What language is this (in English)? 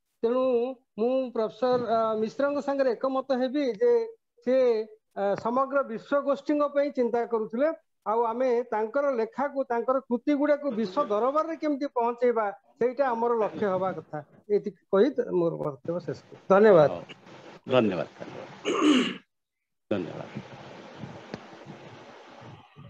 Odia